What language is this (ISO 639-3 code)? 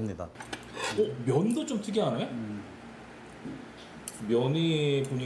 kor